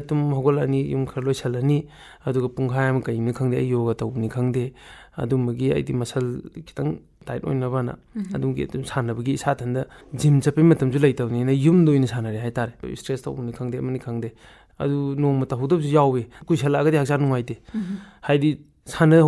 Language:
Manipuri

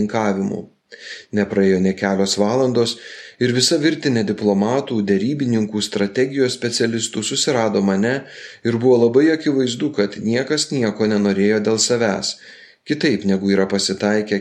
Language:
Lithuanian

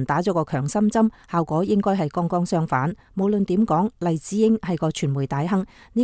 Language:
Cantonese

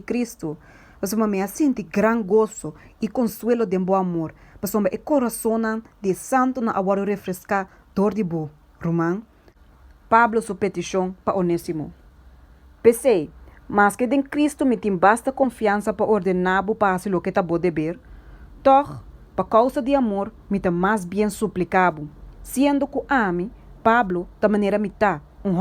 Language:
Papiamento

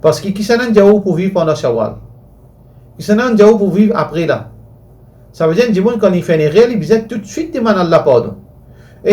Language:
Morisyen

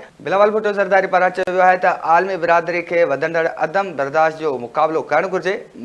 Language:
Sindhi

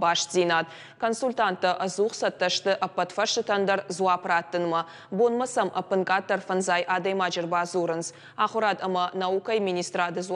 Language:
Ossetic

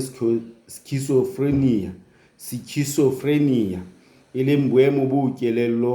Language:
Southern Sotho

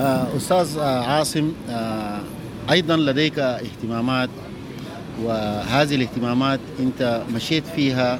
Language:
Sudanese Arabic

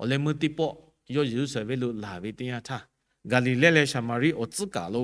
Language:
Lahu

